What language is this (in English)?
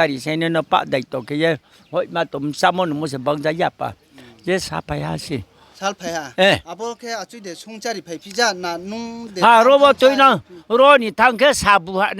Riang (India)